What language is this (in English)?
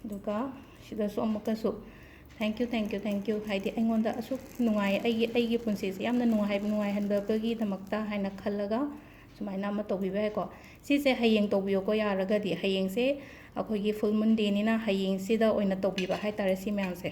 Manipuri